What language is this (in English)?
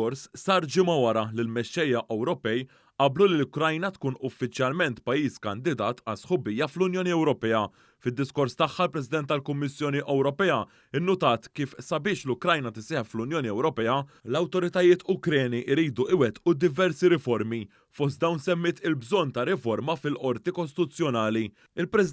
Maltese